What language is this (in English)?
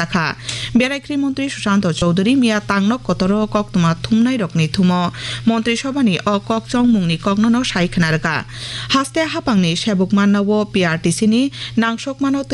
Kok Borok